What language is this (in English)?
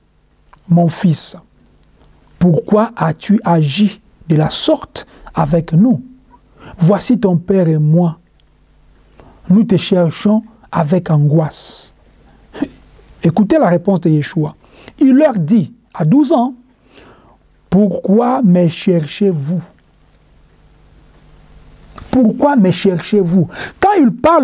French